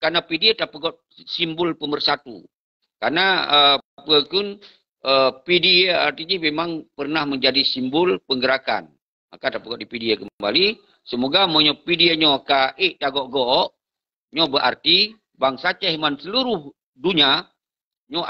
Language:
Achinese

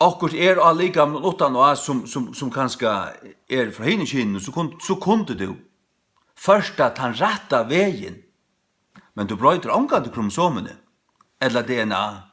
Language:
Faroese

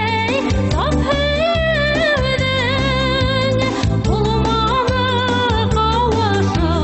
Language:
Bashkir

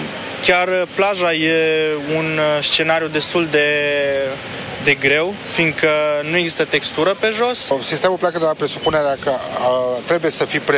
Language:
Romanian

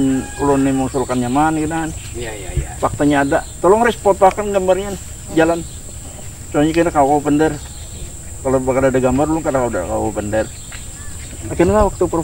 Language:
Banjar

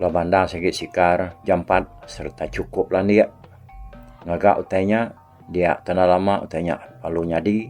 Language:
Iban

